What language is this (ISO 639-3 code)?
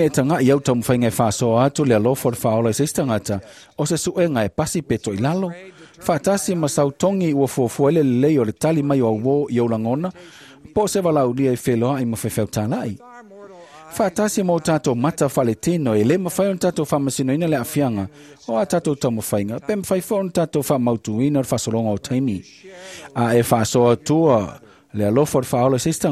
smo